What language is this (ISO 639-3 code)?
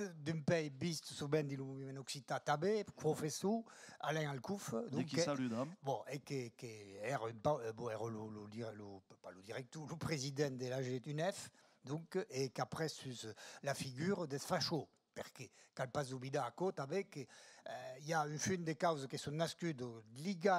oci